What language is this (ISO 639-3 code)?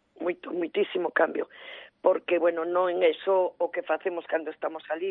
glg